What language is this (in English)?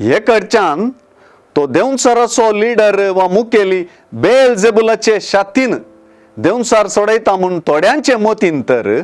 Konkani